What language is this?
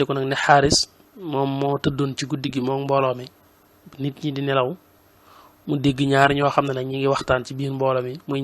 Wolof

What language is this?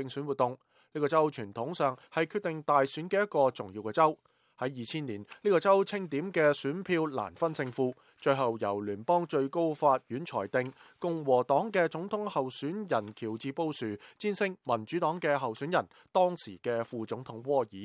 Cantonese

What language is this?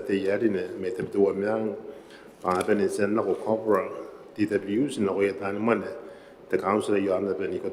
Gilbertese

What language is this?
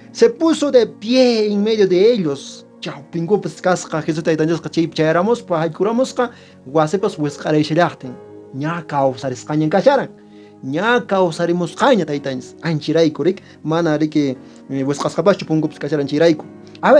Quechua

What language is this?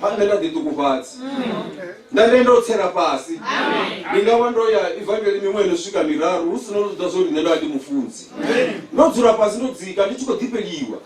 Venda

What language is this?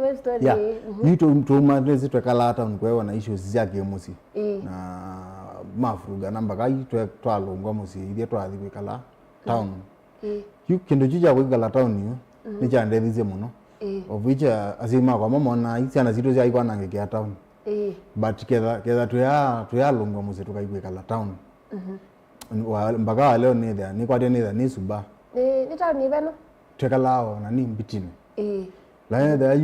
Kamba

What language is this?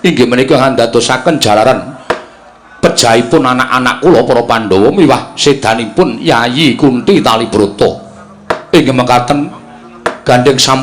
Javanese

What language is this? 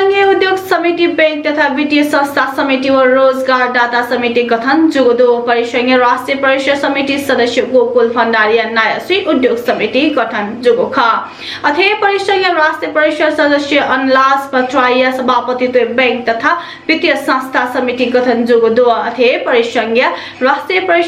Newari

